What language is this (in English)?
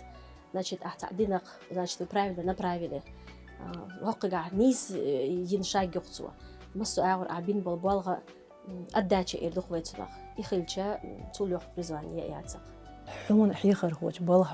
Chechen